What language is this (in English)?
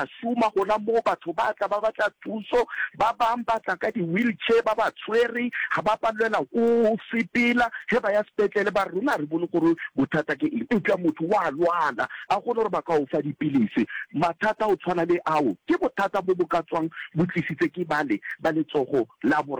Northern Sotho